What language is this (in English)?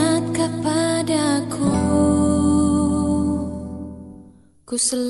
Indonesian